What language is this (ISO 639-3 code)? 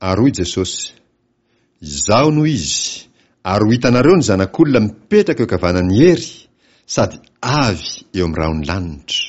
mlg